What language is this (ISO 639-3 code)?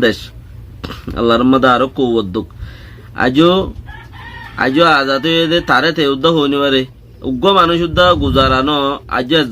rhg